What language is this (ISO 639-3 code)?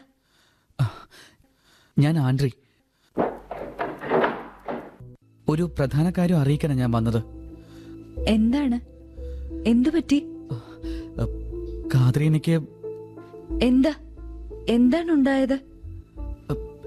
mal